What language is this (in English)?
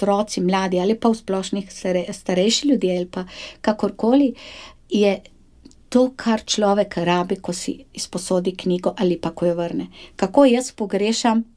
Slovenian